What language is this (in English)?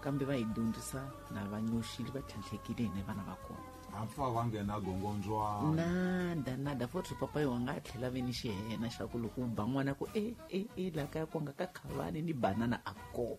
Tsonga